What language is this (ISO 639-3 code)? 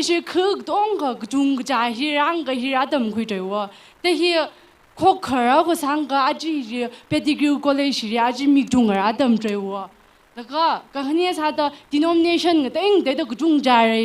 nmf